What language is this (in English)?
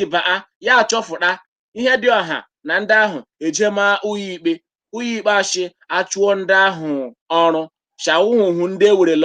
Igbo